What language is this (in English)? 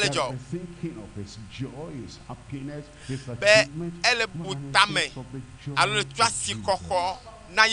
Ewe